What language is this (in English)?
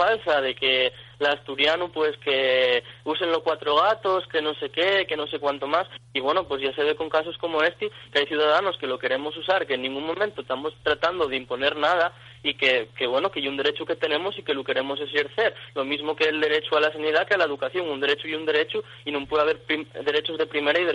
Asturian